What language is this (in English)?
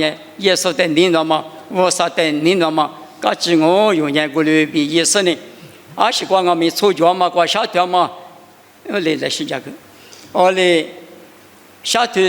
Lisu